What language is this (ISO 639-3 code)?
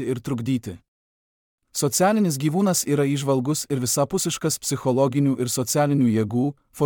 lit